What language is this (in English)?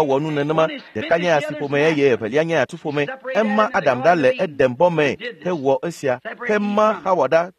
Ewe